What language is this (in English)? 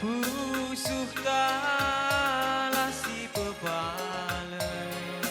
Batak Karo